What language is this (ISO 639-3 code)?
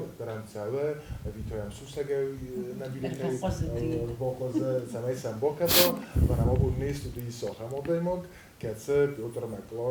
oss